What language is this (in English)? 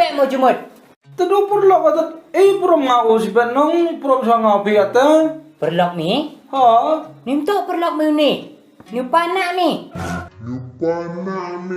Khasi